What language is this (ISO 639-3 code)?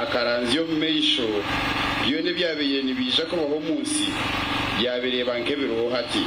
nyn